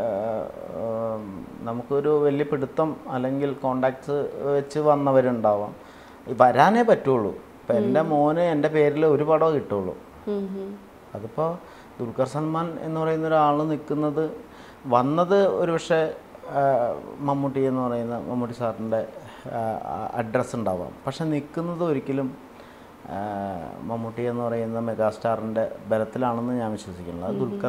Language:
Malayalam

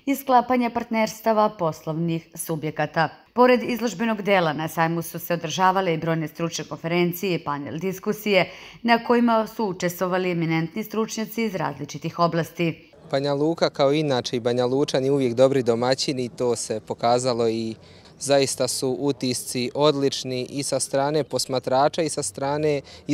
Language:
Serbian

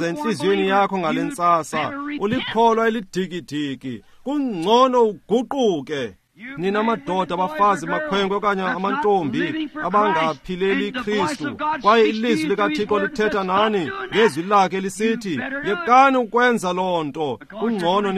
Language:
Xhosa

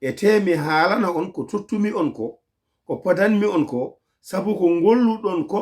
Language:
Fula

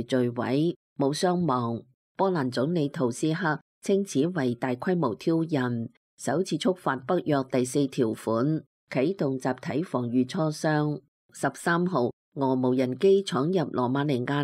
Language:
Cantonese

